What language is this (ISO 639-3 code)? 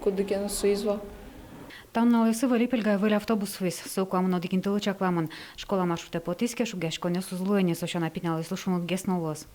udm